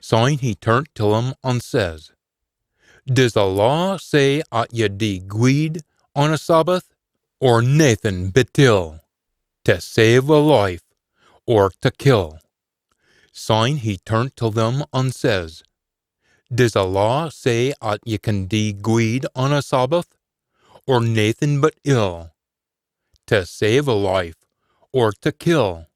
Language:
Scots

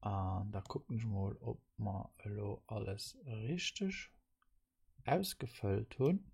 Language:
Luxembourgish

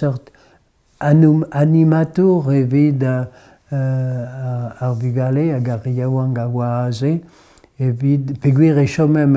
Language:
Breton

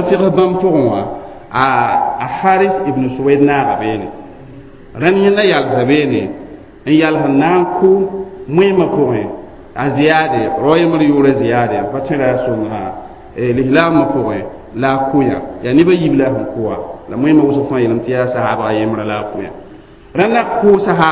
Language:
Mossi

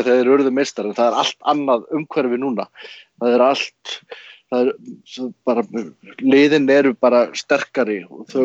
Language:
Icelandic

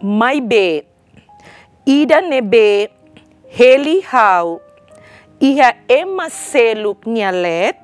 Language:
Tetum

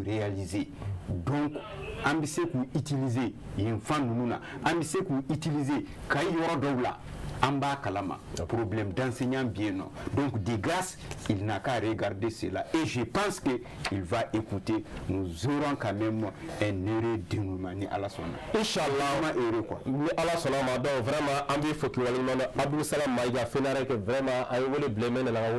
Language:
Bambara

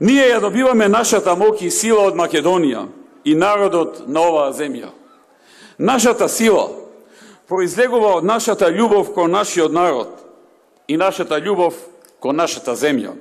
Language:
Macedonian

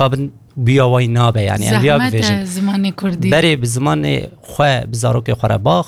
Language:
Kurdish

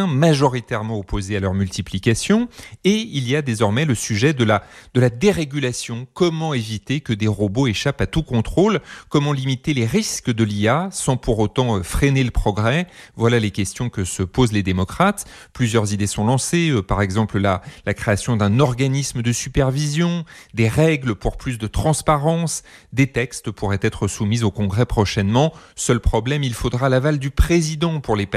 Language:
French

